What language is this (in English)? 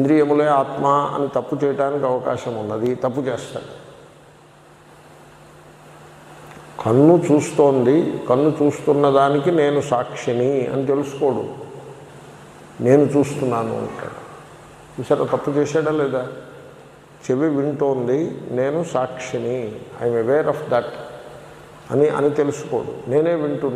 Telugu